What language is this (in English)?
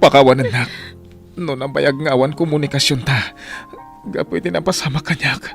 Iloko